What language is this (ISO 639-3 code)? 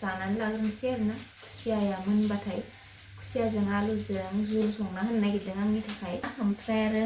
brx